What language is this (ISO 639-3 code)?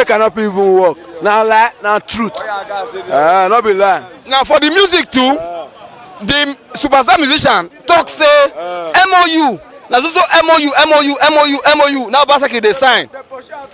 pcm